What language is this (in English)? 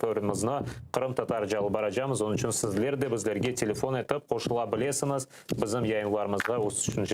Crimean Tatar